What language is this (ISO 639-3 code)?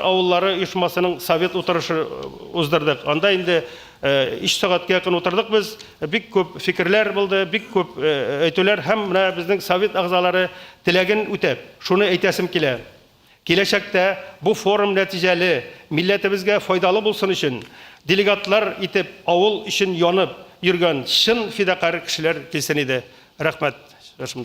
tat